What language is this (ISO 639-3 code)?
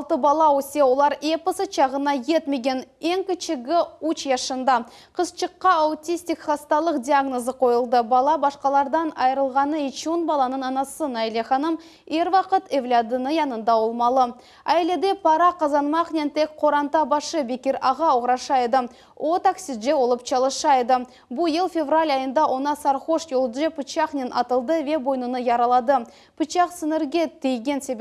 crh